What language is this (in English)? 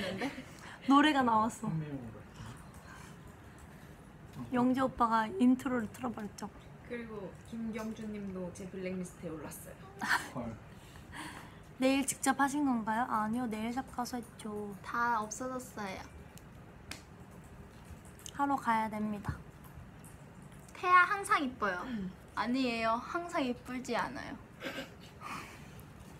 Korean